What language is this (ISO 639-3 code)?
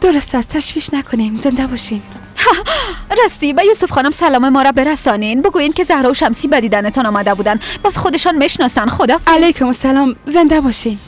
fas